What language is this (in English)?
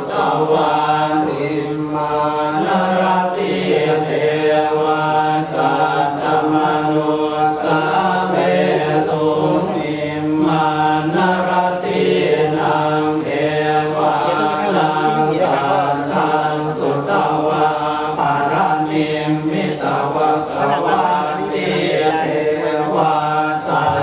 Pali